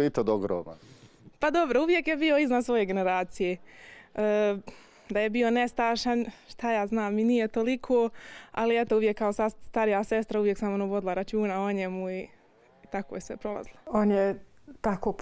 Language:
Bosnian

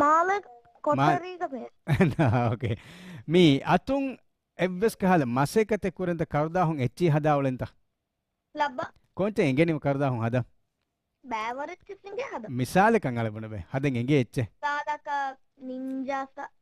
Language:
Divehi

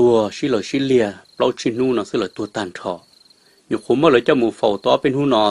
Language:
Hmong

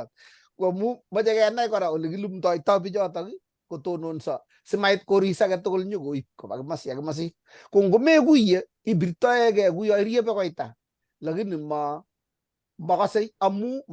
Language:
Kalenjin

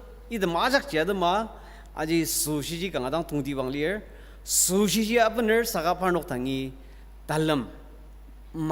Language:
Ao Naga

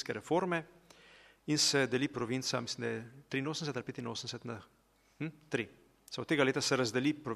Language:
Slovenian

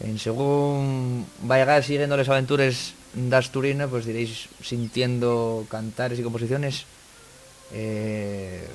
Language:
Asturian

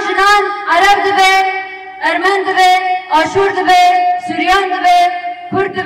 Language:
Kurdish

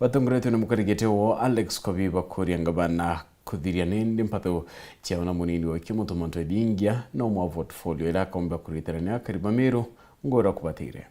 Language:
Meru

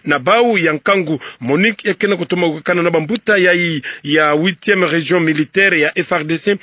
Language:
Kituba (Democratic Republic of Congo)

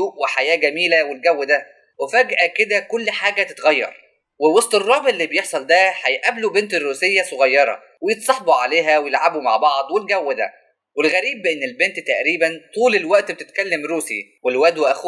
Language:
Egyptian Arabic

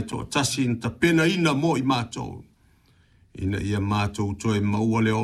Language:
Samoan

